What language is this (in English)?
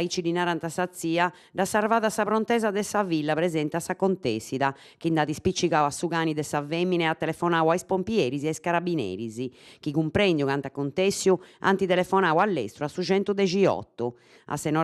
Sardinian